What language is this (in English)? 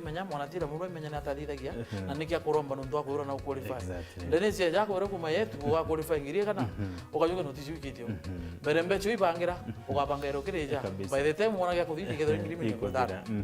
Meru